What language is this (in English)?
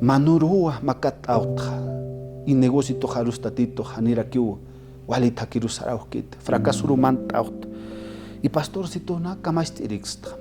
Aymara